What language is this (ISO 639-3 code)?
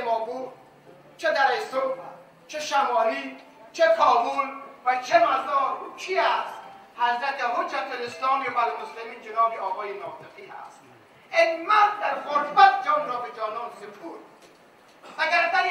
fas